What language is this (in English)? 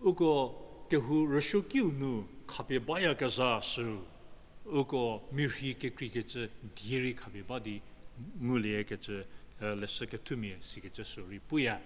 Angami Naga